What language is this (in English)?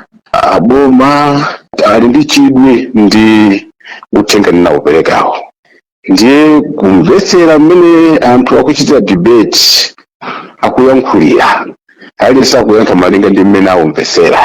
Nyanja